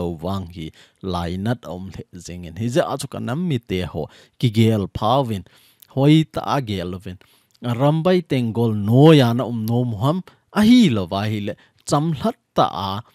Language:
Thado Chin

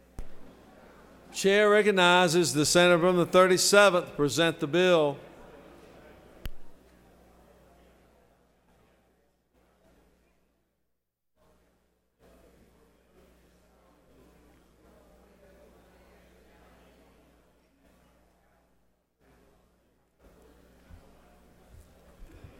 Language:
English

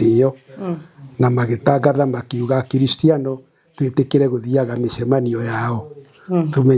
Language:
Kikuyu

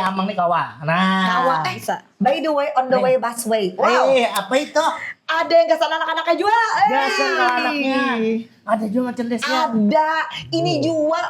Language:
Banjar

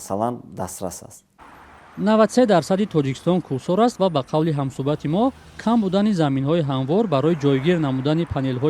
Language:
Tajik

